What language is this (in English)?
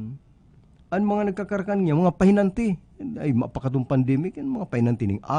Bikol